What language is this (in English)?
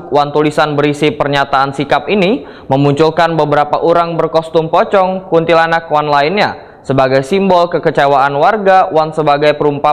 Banjar